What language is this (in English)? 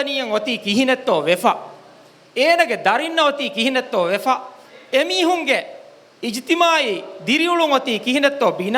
Divehi